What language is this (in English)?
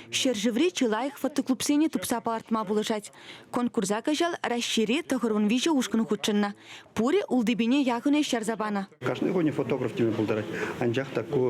Chuvash